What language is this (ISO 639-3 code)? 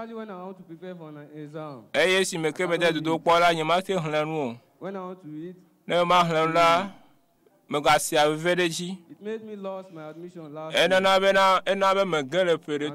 ewe